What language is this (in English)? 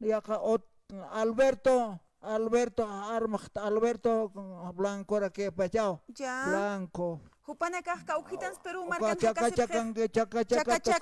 Aymara